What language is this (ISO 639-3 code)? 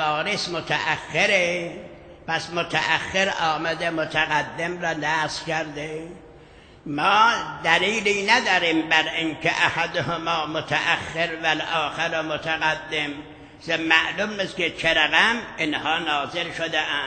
fas